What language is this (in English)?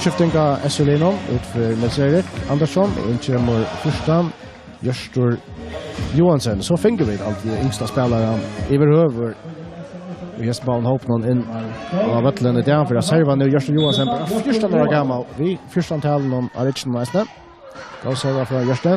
Faroese